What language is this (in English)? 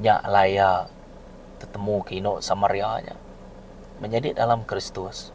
Iban